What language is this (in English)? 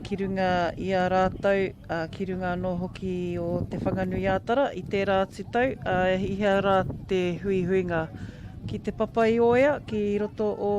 Māori